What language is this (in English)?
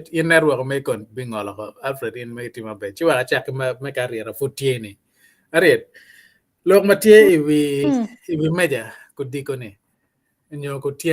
Acoli